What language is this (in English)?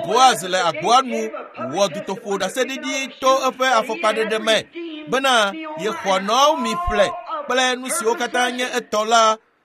Ewe